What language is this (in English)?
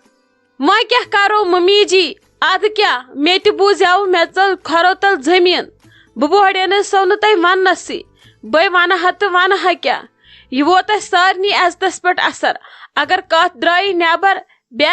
Kashmiri